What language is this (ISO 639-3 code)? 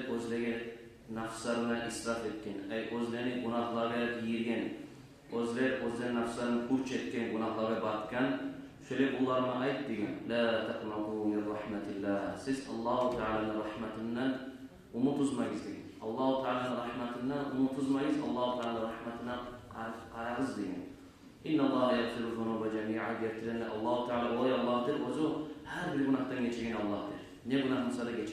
kum